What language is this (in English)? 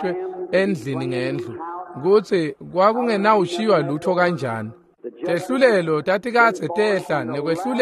Swati